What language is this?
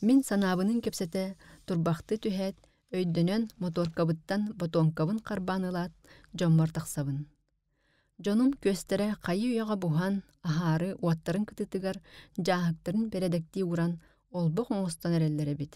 Yakut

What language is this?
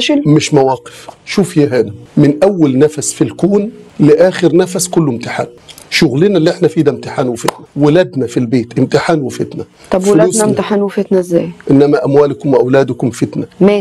Egyptian Arabic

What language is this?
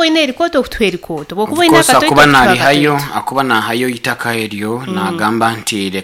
Nyoro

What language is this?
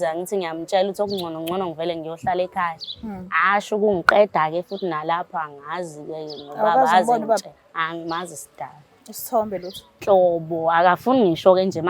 Zulu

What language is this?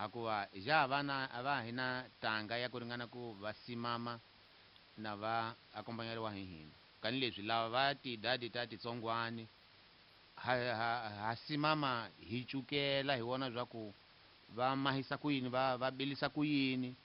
Tsonga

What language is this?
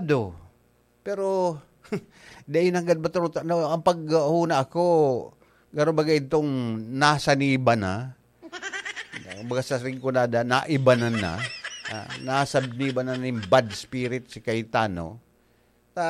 Bikol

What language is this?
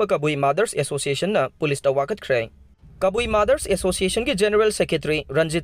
Manipuri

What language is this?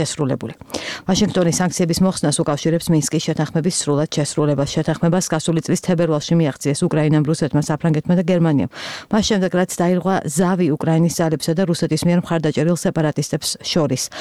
Georgian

